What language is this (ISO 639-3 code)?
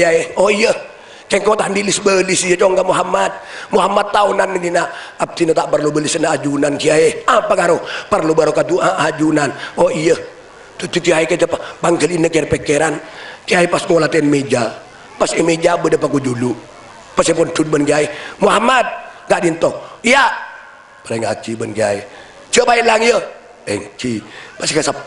mad